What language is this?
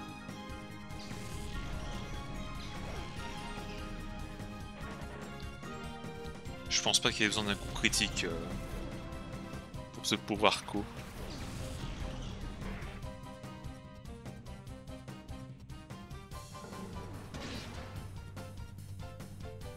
French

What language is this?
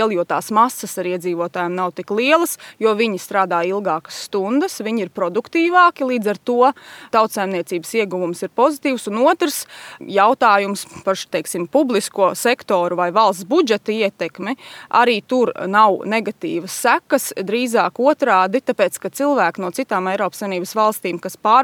Latvian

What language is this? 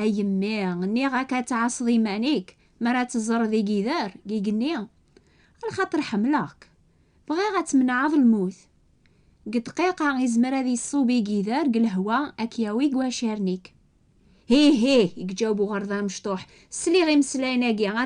Kabyle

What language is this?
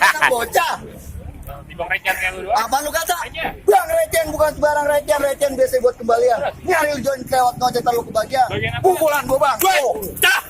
Betawi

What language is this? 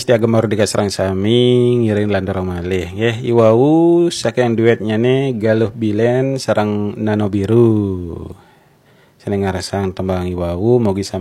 Balinese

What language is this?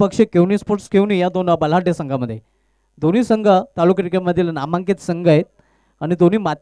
Marathi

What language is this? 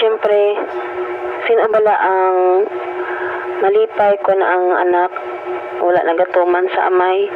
Hiligaynon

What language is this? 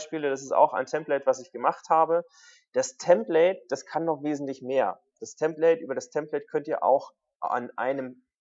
German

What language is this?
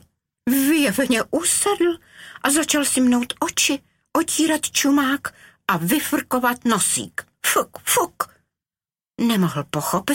Czech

